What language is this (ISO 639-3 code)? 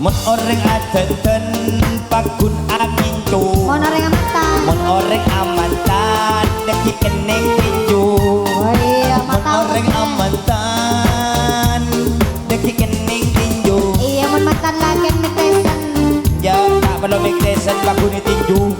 mad